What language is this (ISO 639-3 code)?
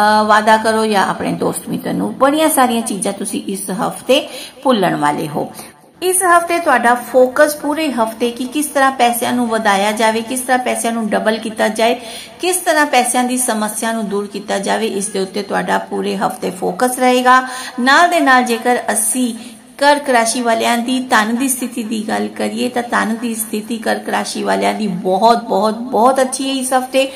pan